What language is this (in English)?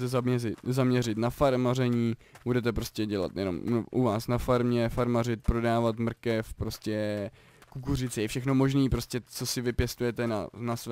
Czech